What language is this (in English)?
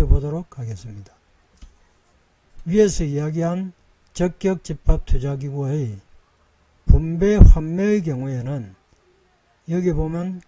Korean